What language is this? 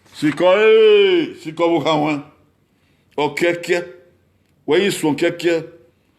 Bini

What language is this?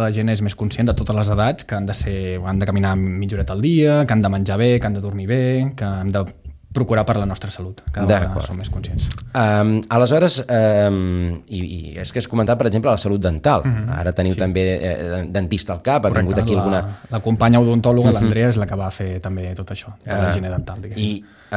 Catalan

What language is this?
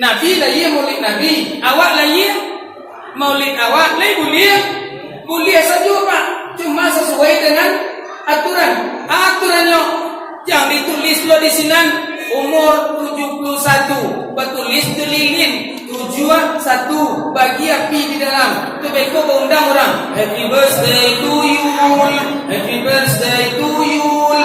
Minangkabau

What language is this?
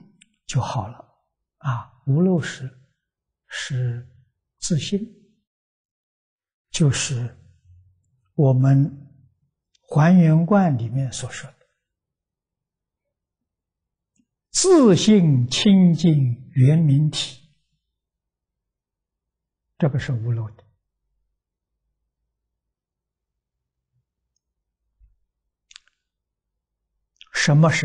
Chinese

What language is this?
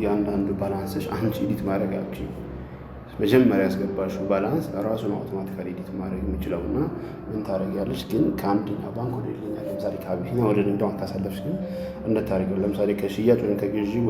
Amharic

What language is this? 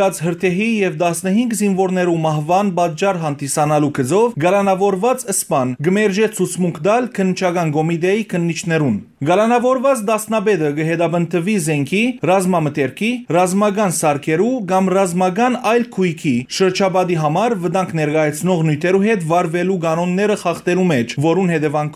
Western Armenian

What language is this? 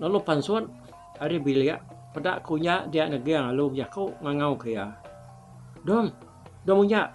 Iban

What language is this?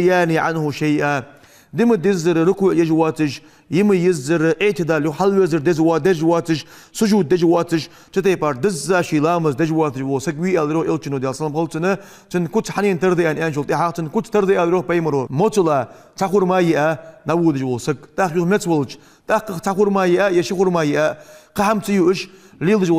Ingush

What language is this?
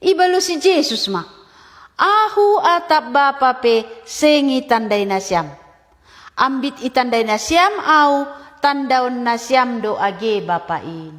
Batak Simalungun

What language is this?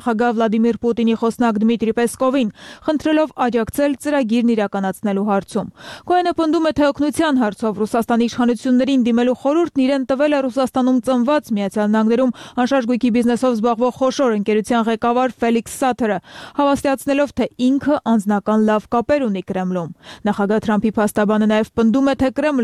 Armenian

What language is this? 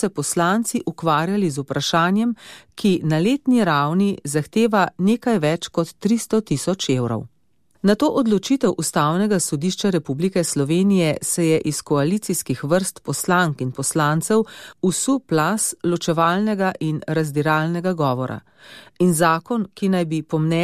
Slovenian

